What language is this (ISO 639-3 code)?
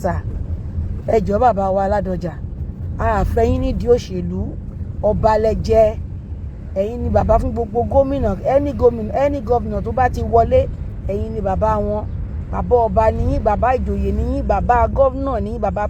yor